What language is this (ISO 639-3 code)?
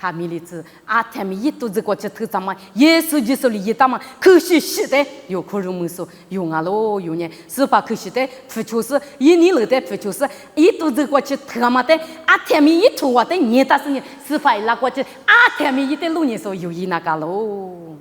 lis